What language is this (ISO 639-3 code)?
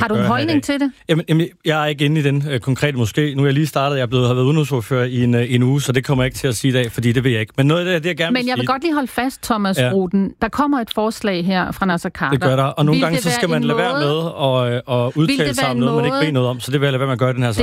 dan